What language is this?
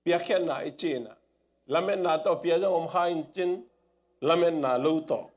Tedim Chin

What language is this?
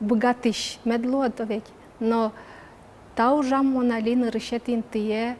Udmurt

